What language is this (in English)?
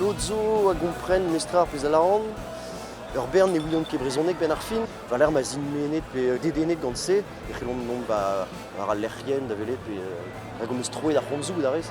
Breton